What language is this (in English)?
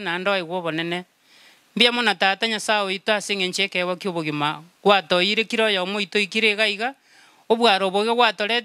Gusii